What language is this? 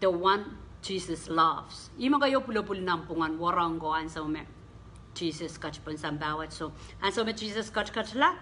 Pohnpeian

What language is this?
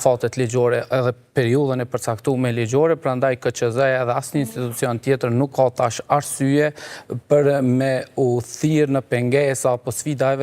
Albanian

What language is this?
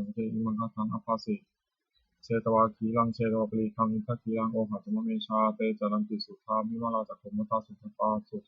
Pali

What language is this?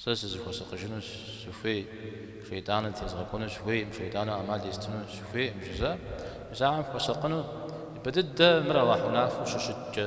Kabardian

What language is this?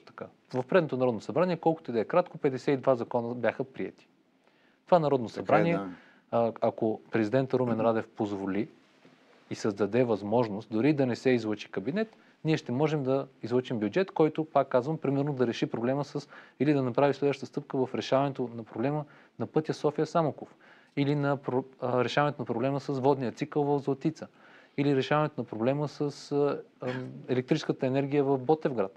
Bulgarian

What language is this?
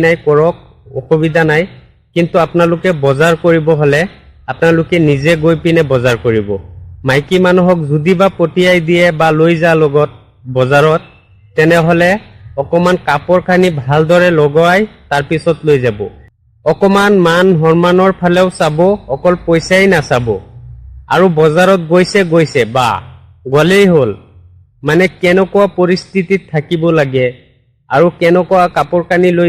Assamese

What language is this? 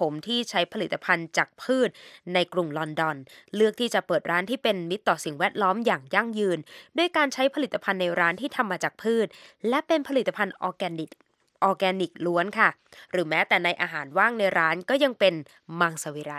Thai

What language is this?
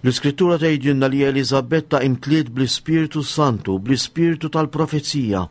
Maltese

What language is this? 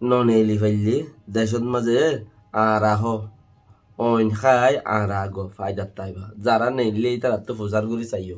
Rohingya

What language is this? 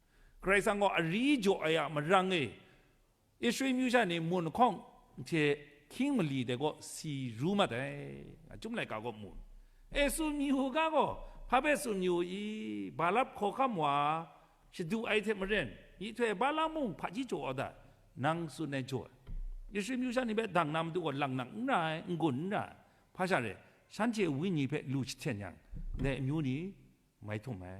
Kachin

